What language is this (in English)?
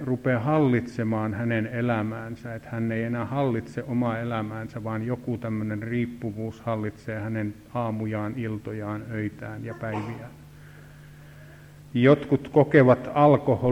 Finnish